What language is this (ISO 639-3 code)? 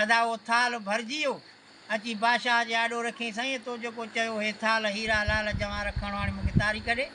snd